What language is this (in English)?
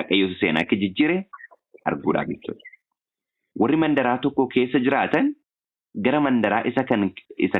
Oromo